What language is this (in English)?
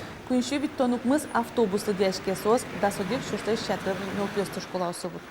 Udmurt